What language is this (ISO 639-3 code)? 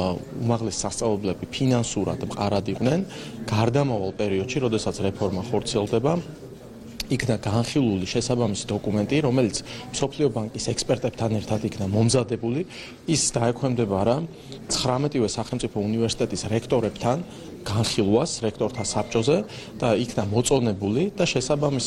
kat